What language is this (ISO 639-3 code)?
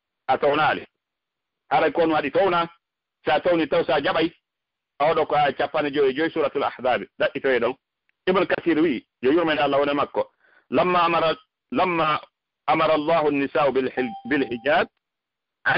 ful